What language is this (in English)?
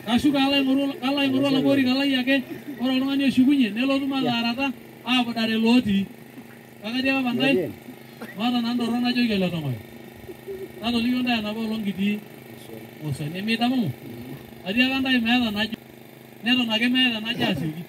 Masai